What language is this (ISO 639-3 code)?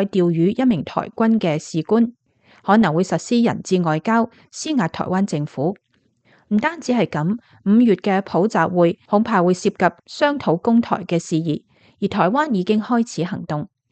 yue